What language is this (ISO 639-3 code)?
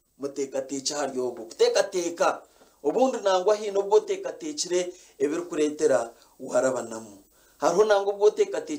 nyn